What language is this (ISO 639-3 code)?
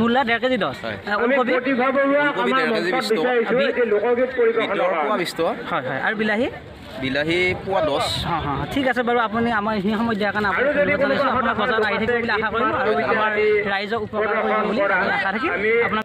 asm